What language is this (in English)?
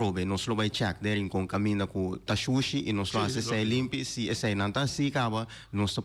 Papiamento